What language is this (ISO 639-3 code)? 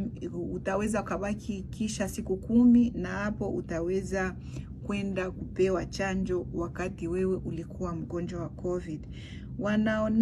swa